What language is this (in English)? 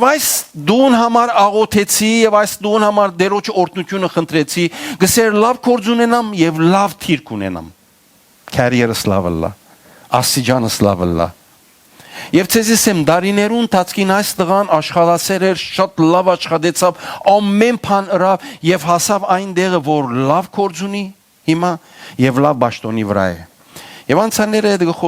Western Armenian